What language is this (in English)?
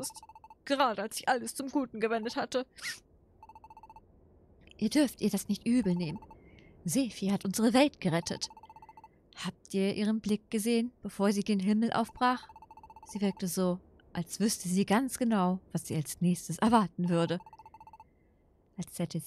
German